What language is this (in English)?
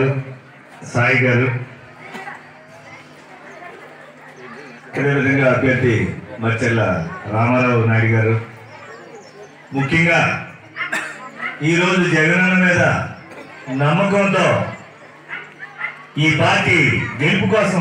Telugu